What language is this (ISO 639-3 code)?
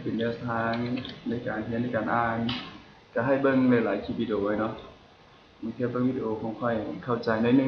lao